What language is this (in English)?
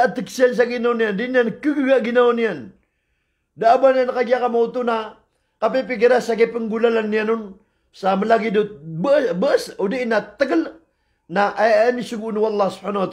Maranao